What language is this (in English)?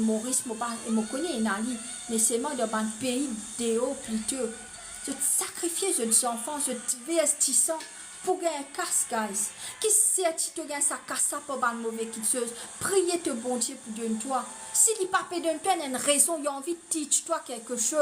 Morisyen